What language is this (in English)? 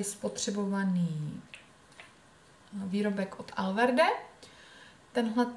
Czech